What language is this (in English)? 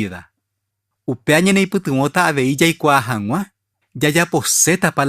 Guarani